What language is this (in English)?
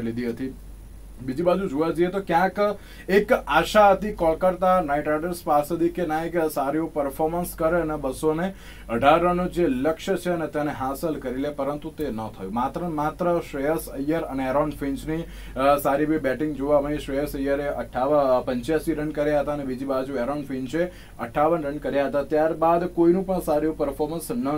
Gujarati